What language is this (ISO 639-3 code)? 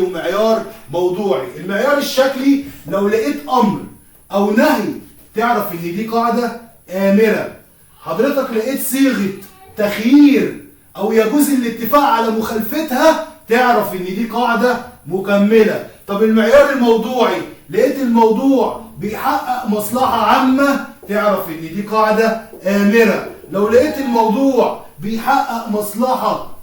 arz